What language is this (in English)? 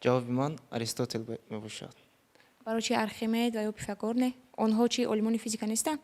Tajik